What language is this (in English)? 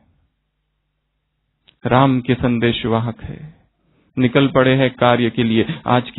Hindi